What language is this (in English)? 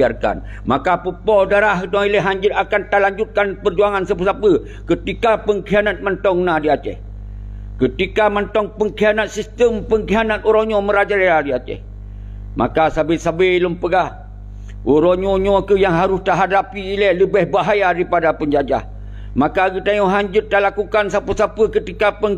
Achinese